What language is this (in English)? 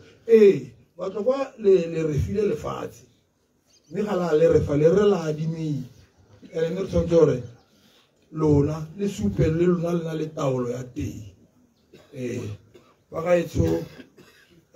Tswana